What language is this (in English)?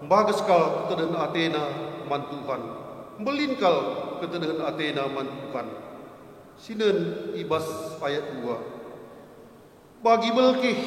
Batak Karo